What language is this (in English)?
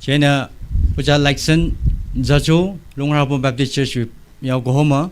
Tangkhul Naga (India)